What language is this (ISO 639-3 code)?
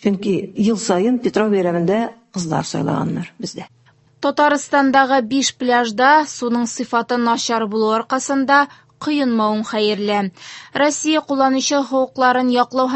tat